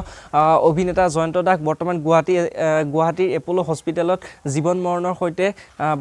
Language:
Assamese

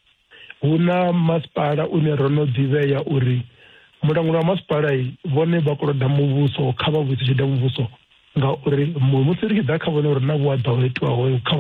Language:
Venda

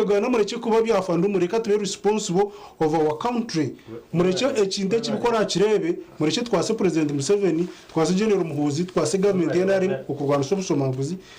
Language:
Nyankole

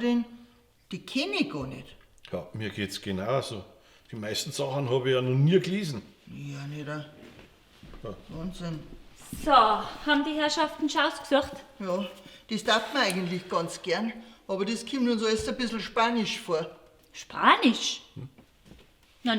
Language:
Bavarian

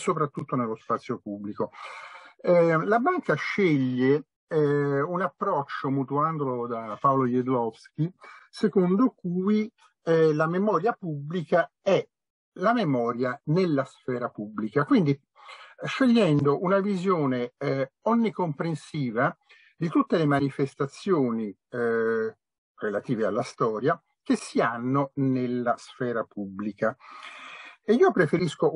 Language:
Italian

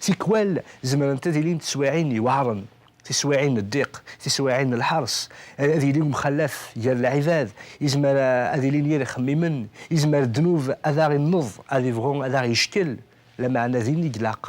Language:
Kabyle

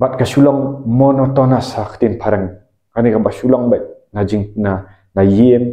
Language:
Khasi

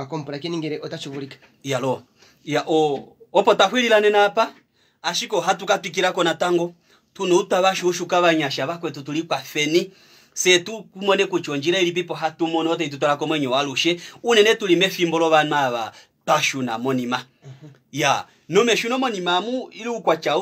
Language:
Kuanyama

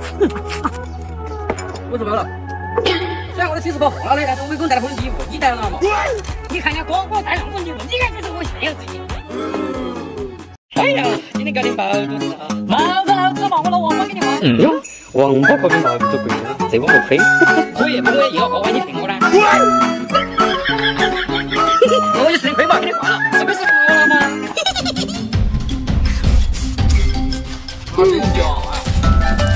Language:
Chinese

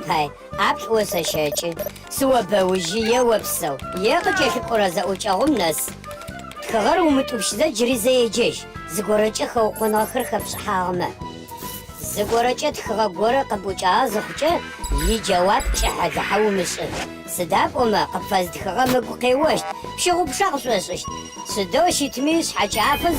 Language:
Adyghe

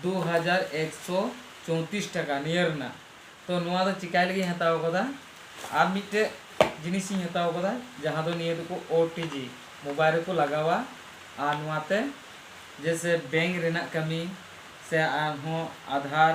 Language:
Santali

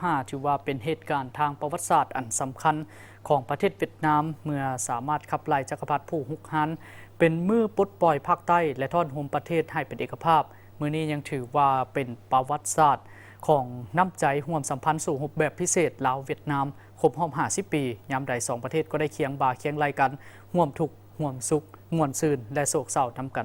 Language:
Lao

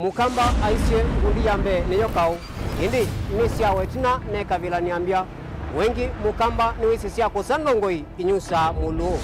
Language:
Kamba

